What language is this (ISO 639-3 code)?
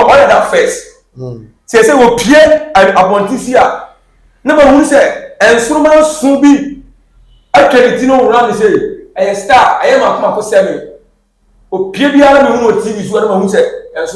aka